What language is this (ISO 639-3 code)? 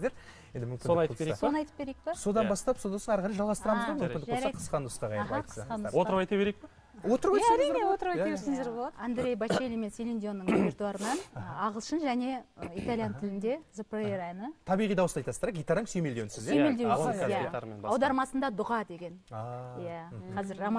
kaz